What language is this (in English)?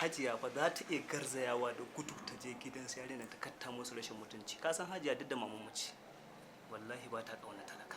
Hausa